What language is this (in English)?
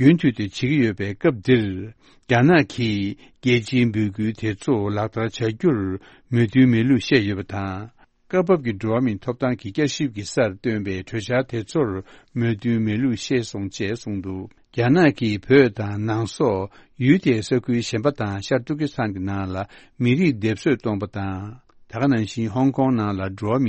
Tibetan